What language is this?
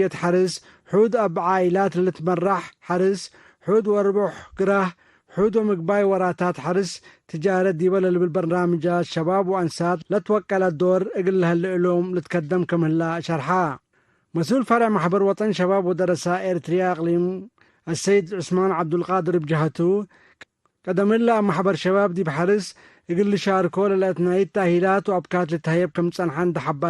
Tigre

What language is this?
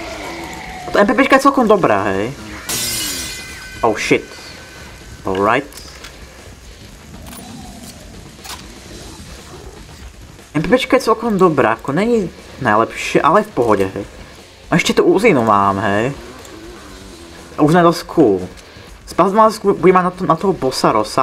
Slovak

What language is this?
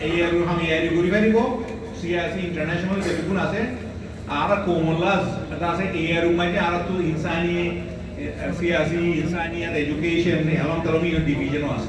Rohingya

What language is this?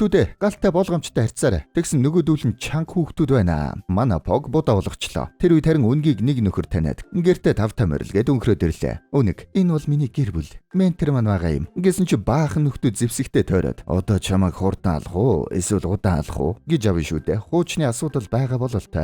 Mongolian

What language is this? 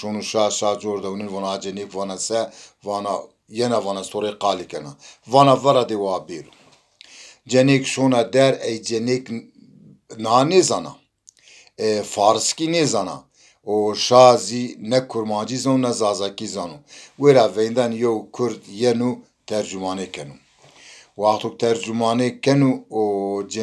Zaza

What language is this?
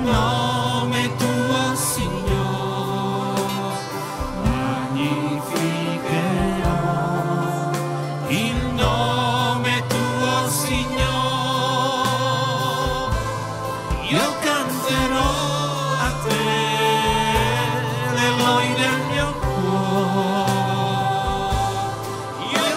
Italian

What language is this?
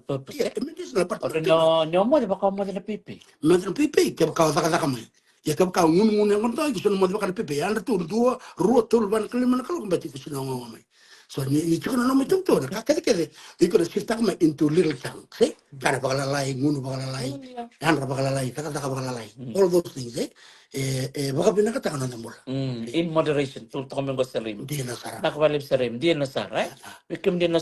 Fijian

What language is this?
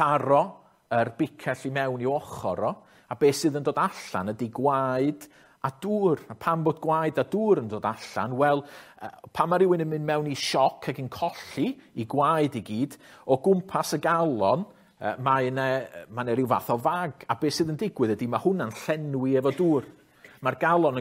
Welsh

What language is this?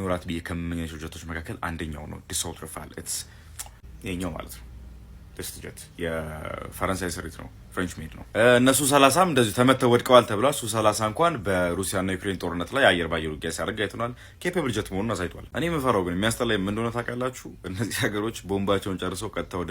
Amharic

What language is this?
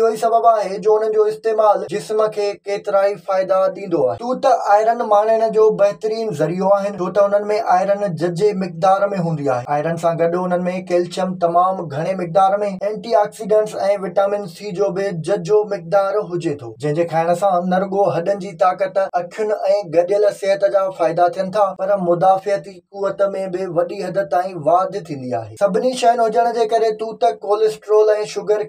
Sindhi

